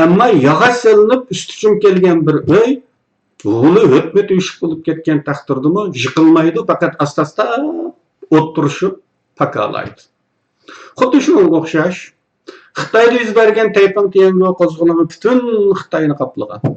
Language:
Uyghur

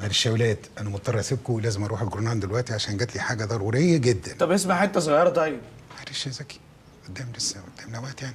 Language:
Egyptian Arabic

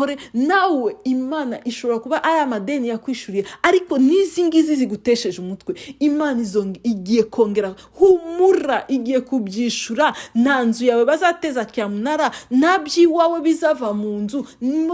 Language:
Kinyarwanda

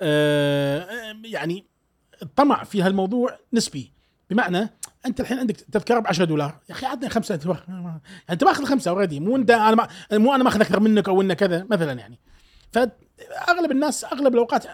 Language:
Gulf Arabic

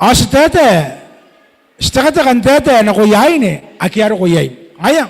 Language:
Gilbertese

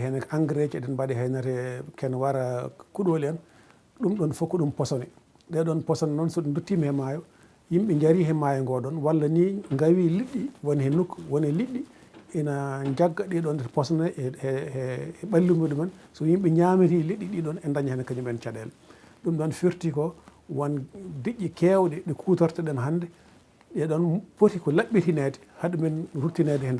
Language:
Fula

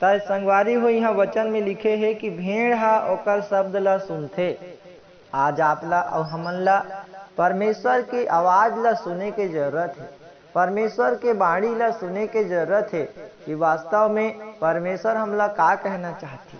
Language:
Chhattisgarhi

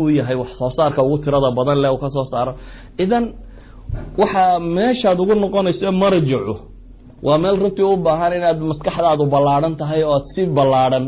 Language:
Somali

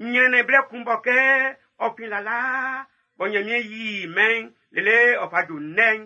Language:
Baoulé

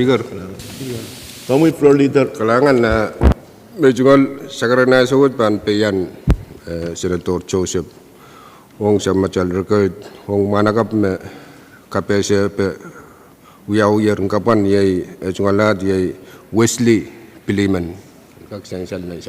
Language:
Pohnpeian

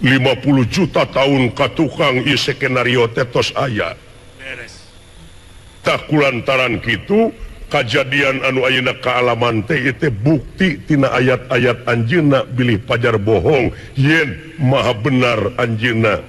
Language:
Sundanese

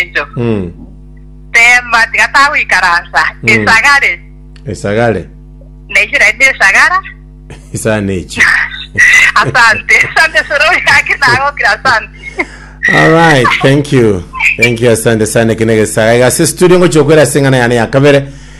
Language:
Gusii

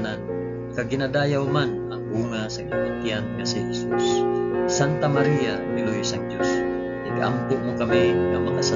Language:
Hiligaynon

